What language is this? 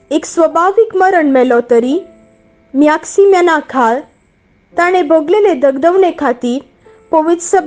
Konkani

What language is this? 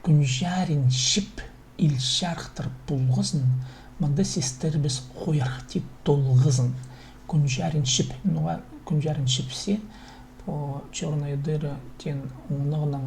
Khakas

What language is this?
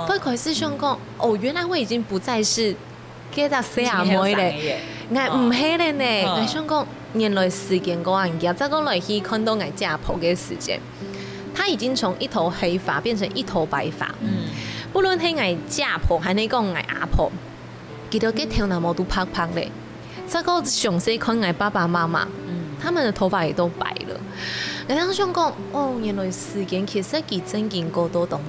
Hakka Chinese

